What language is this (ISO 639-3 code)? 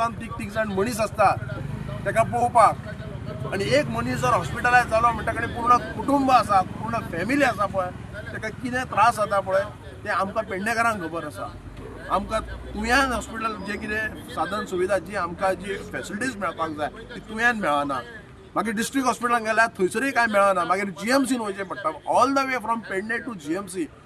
kok